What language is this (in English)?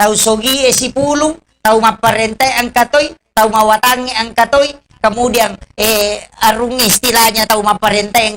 Buginese